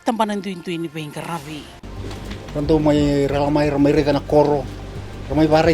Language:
Fijian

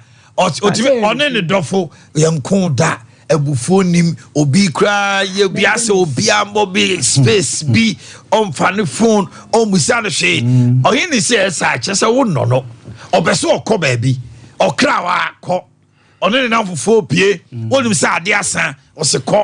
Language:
Akan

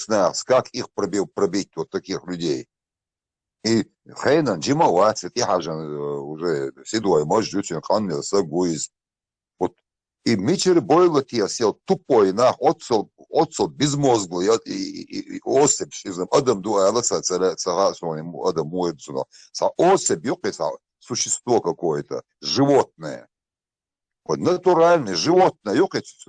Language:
Chechen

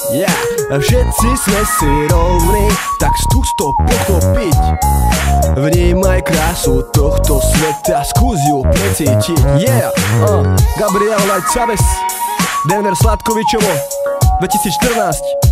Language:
Slovak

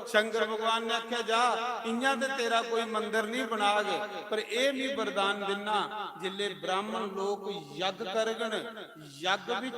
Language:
Dogri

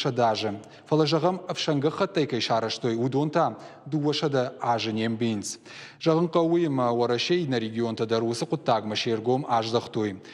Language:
Ossetic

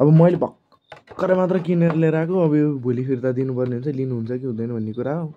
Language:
Nepali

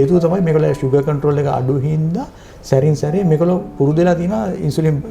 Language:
Sinhala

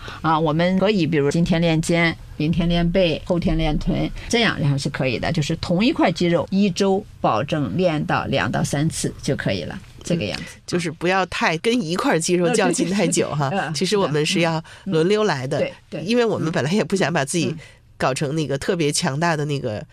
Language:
Chinese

